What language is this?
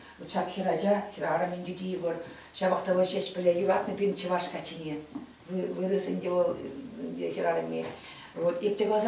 Chuvash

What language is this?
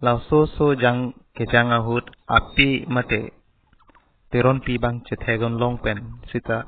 Karbi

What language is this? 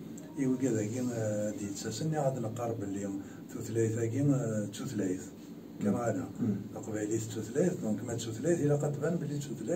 Kabyle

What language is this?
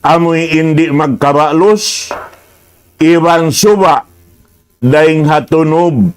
Tausug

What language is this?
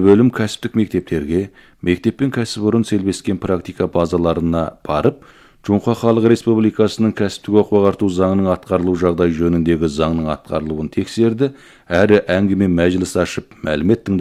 Kazakh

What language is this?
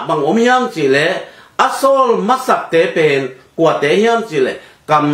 Tedim Chin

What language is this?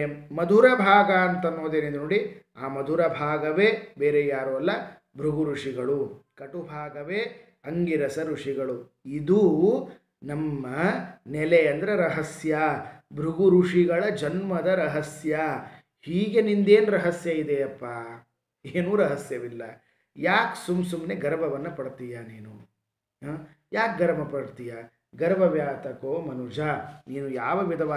Kannada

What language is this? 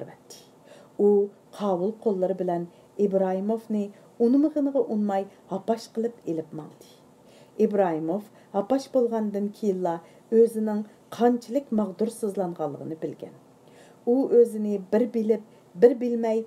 Uyghur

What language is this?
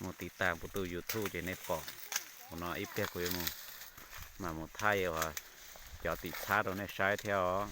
Hmong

